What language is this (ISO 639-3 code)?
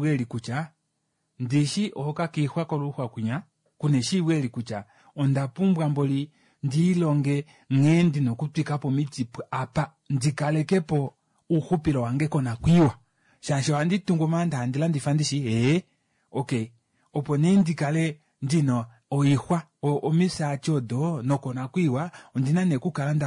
kua